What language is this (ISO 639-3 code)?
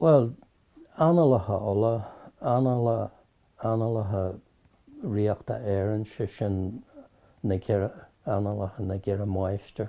gle